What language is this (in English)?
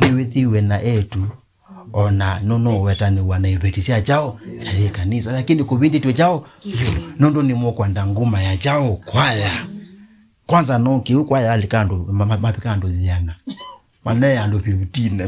Kamba